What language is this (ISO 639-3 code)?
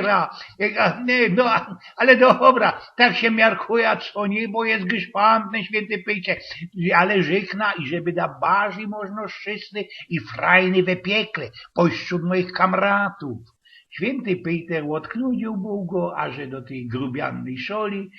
szl